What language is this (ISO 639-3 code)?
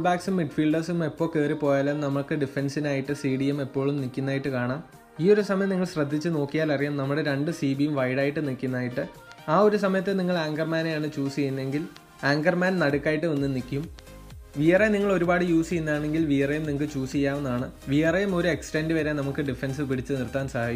mal